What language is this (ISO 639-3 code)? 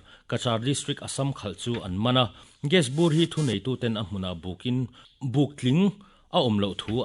lus